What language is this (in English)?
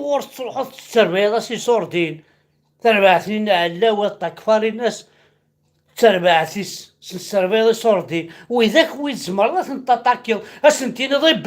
Kabyle